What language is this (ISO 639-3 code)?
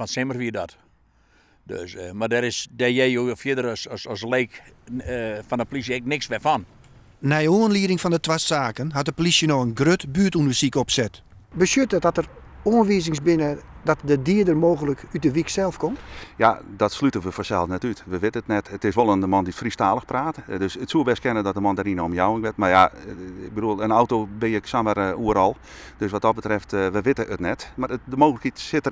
fry